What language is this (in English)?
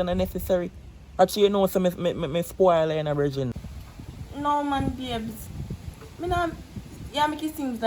Jamaican Creole English